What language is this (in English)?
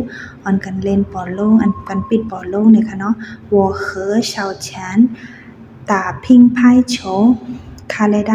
Shan